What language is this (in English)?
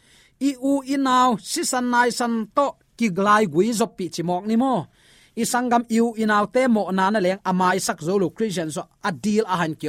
Tedim Chin